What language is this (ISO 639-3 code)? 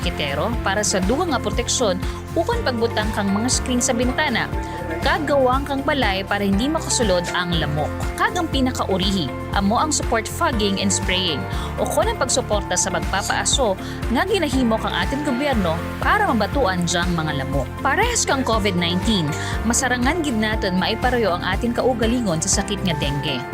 krj